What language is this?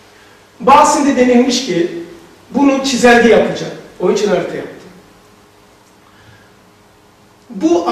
Turkish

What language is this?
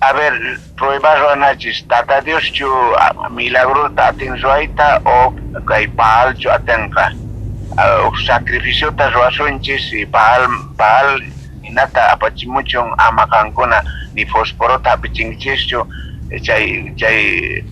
South Bolivian Quechua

